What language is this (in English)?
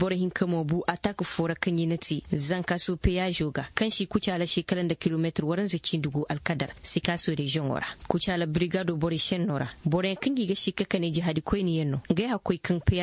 Zarma